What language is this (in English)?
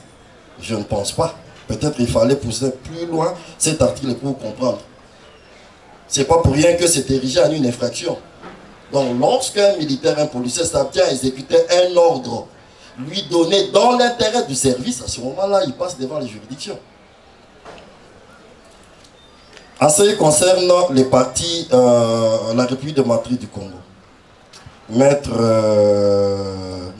French